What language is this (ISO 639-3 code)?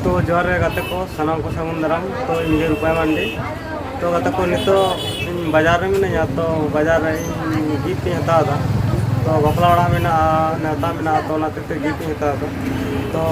sat